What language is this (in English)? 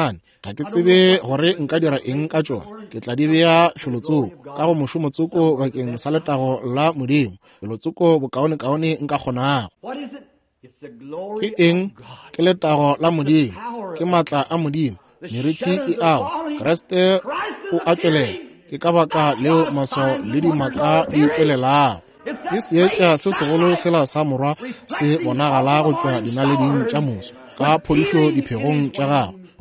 Northern Sotho